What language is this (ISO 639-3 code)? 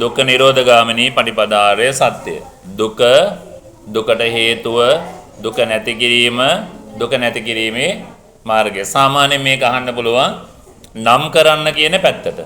sin